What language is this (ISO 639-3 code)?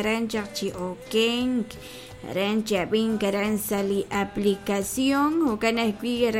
kek